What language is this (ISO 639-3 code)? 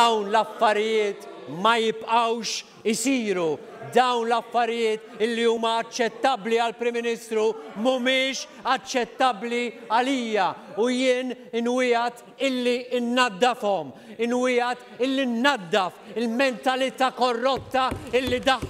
mlt